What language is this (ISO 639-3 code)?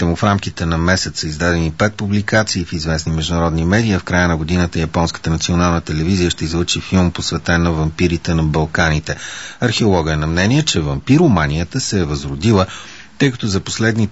bul